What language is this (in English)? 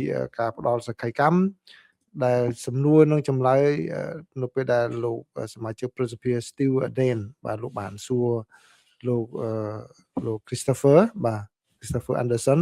Khmer